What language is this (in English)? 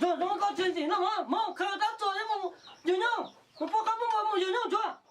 Hmong